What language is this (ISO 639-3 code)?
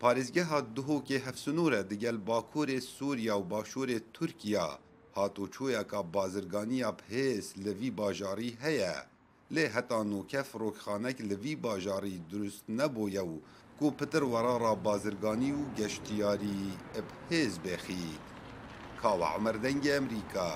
kur